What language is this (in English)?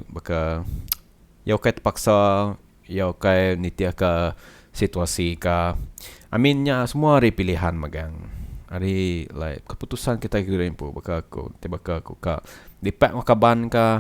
Iban